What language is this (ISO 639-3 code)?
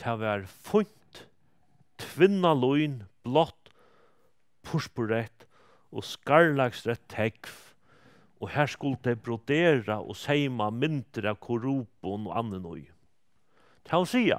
fao